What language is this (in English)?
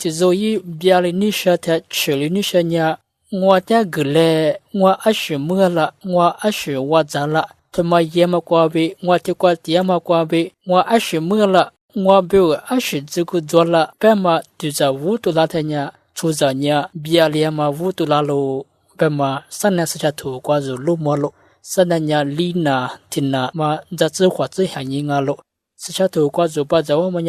Lisu